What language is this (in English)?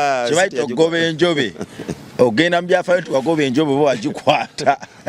Ganda